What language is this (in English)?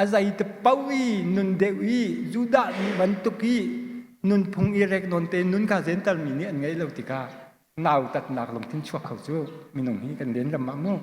Hakha Chin